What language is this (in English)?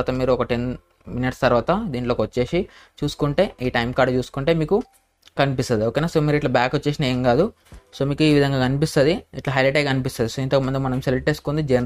Telugu